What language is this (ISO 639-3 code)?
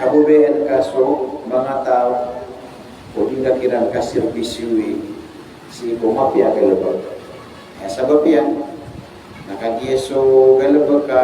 mrw